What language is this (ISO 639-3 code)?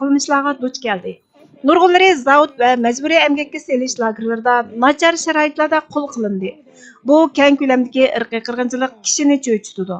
uig